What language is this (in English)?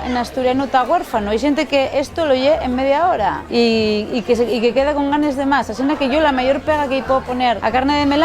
Asturian